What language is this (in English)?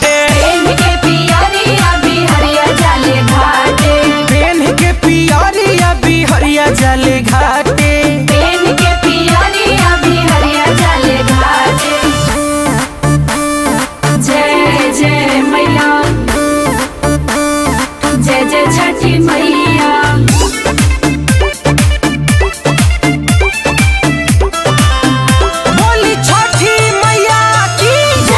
Bhojpuri